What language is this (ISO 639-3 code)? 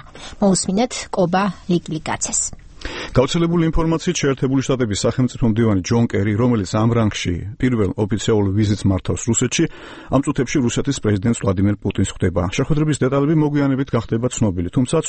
kat